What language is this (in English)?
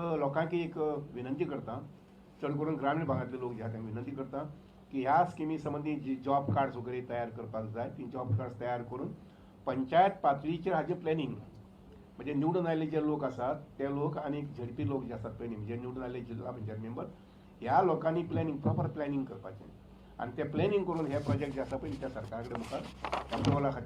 Konkani